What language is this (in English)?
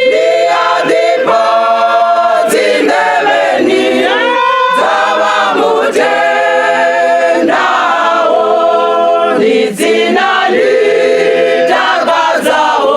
Venda